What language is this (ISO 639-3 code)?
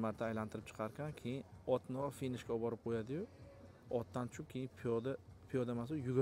uzb